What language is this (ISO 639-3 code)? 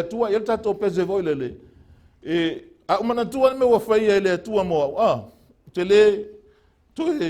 smo